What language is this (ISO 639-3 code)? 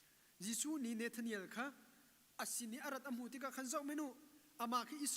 cnh